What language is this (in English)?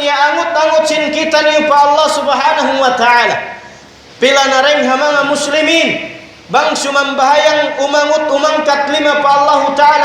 Tausug